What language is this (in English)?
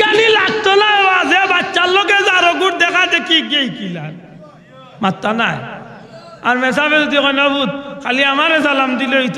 Sylheti